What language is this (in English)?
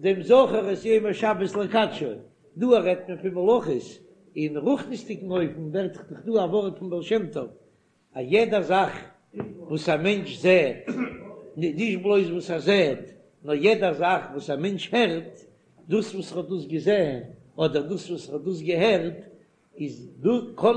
Yiddish